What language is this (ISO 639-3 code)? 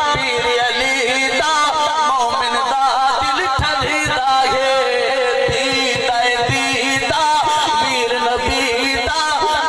skr